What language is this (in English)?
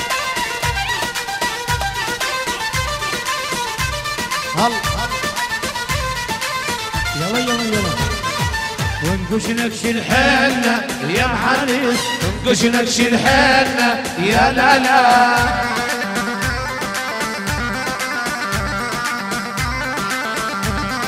South Levantine Arabic